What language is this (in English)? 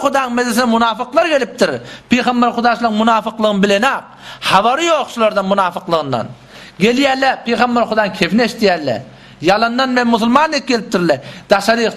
Turkmen